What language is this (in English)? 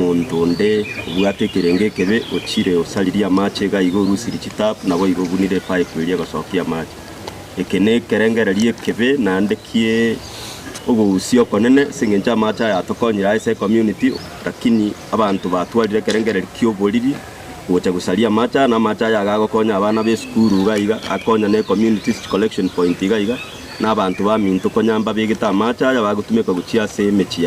Gusii